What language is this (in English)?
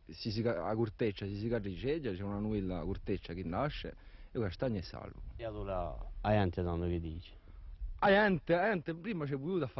Corsican